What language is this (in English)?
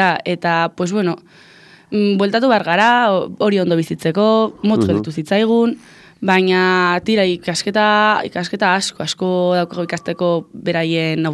Basque